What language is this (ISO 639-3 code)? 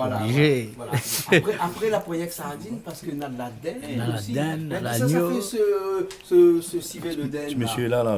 rcf